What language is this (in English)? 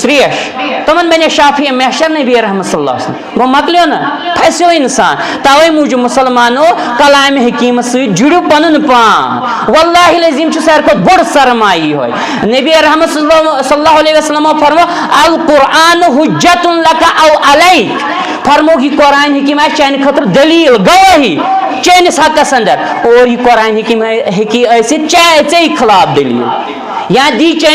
Kashmiri